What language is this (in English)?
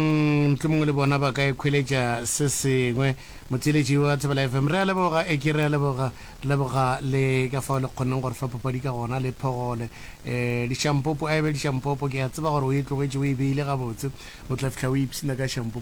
Northern Sotho